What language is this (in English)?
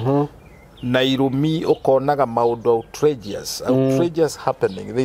Kikuyu